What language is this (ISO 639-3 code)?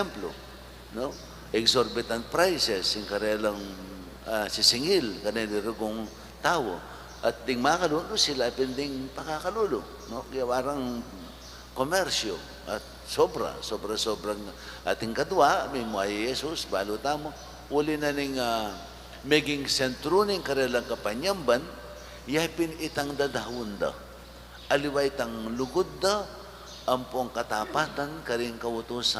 pam